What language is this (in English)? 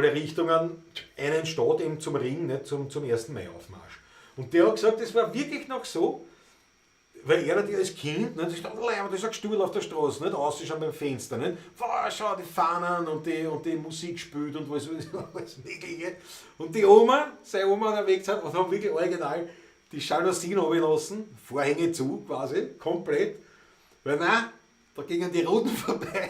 Bavarian